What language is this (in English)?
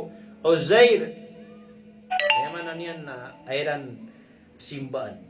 Maranao